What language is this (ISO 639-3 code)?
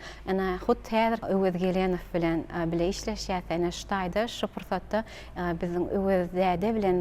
tuk